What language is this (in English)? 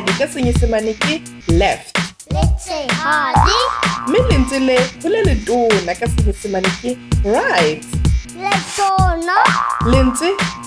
Southern Sotho